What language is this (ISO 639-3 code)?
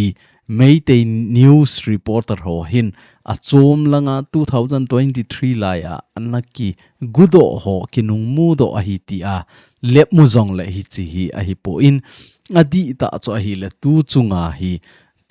tcz